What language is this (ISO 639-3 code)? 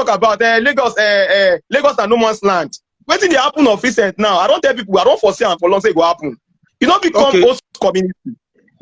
pcm